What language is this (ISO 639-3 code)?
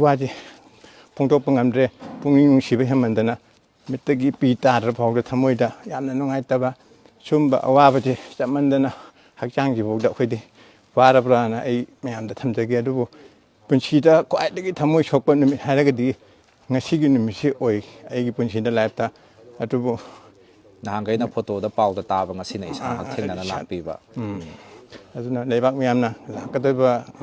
mni